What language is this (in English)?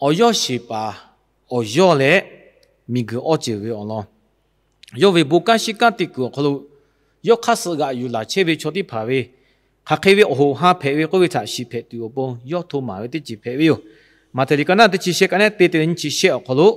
Lahu